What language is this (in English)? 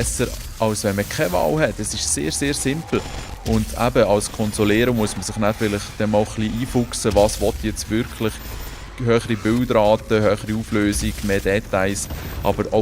Swiss German